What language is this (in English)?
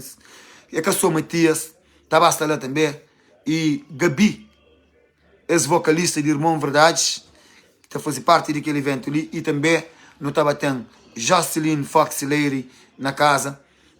Kabuverdianu